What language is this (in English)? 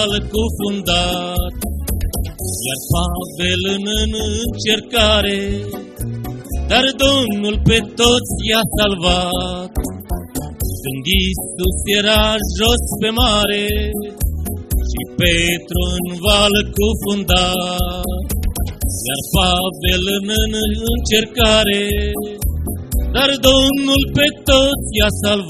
Romanian